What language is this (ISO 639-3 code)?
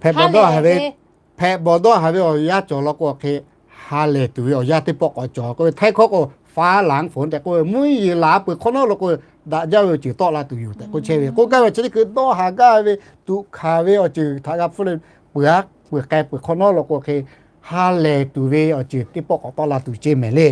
lhu